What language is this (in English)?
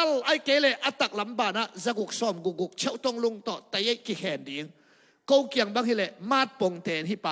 Tedim Chin